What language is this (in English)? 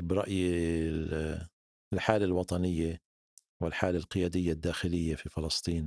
North Levantine Arabic